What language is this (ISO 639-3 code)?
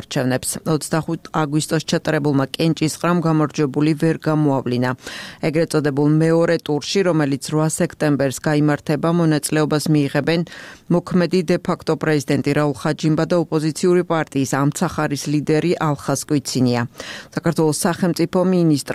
kat